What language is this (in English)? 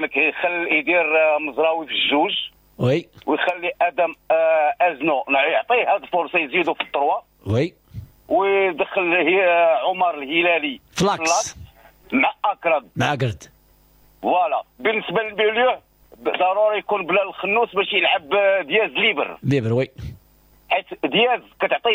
Moroccan Arabic